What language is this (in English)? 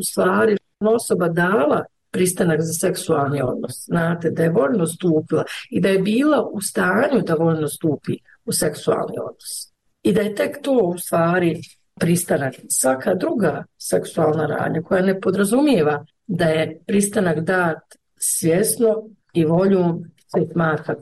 Bosnian